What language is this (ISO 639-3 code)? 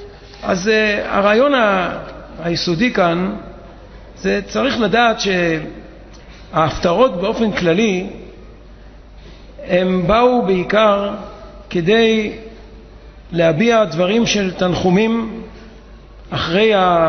heb